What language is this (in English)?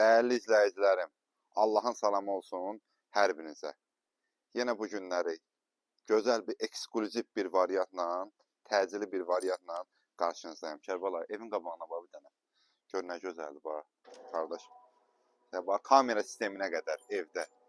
Azerbaijani